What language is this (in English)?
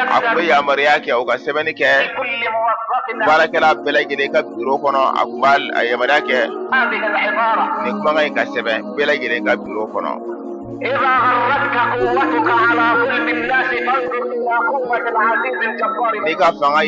Bambara